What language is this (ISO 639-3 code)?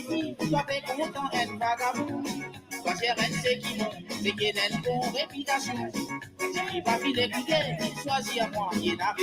mfe